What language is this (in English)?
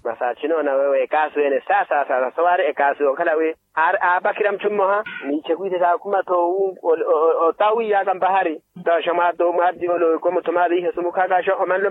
Makhuwa